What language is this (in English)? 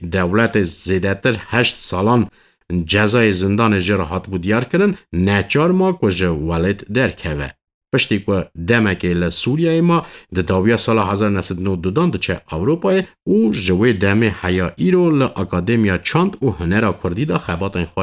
Kurdish